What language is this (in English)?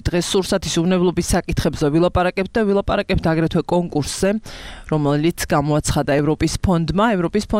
Georgian